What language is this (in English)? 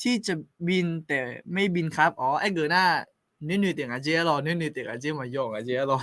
Akha